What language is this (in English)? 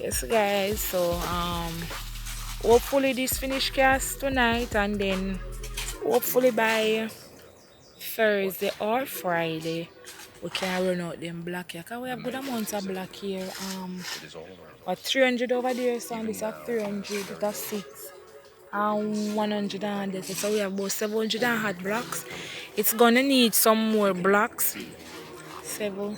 Jamaican Creole English